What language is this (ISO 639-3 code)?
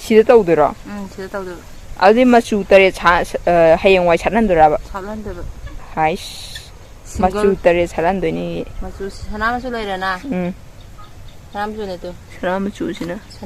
mni